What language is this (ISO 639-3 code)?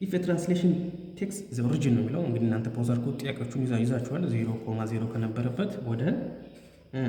amh